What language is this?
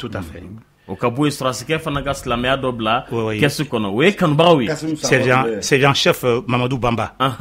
Bambara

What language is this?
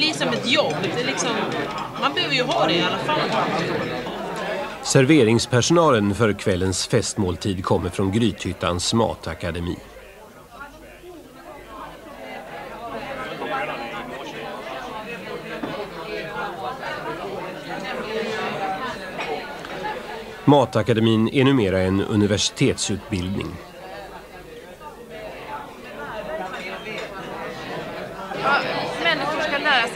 Swedish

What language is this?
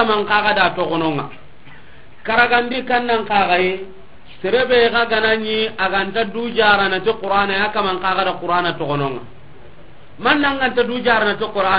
Soninke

